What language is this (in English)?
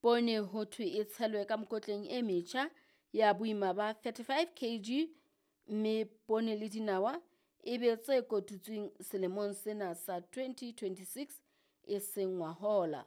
Southern Sotho